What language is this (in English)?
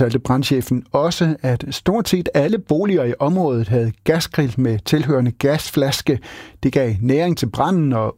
Danish